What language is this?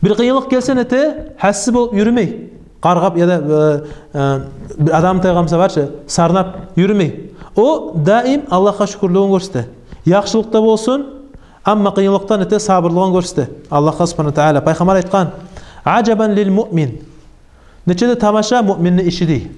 Kumyk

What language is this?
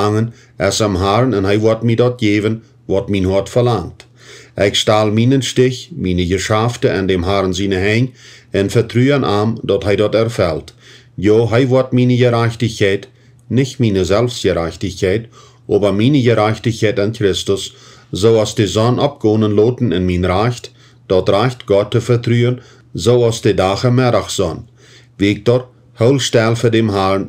Plautdietsch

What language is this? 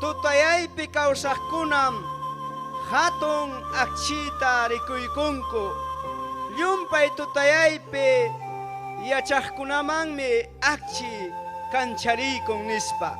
Ayacucho Quechua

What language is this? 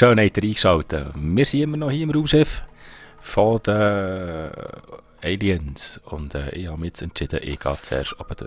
Swiss German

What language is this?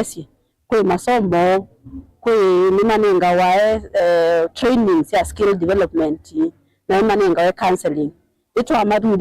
Kamba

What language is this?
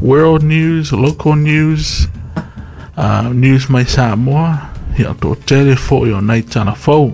Samoan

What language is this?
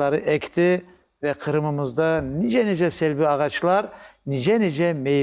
Crimean Tatar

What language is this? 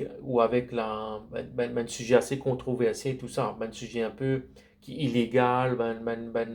Morisyen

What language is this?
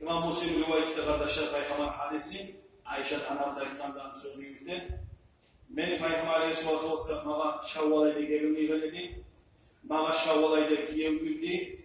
Kumyk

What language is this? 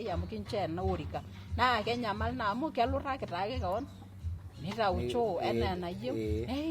Masai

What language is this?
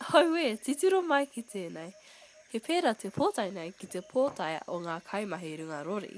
Māori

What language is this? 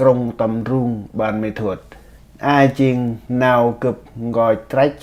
Central Mnong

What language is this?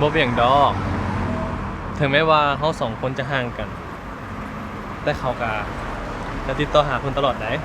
Lao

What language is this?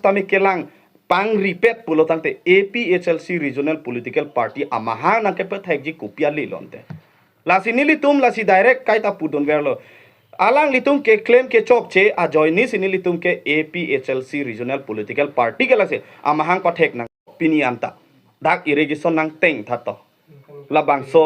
Karbi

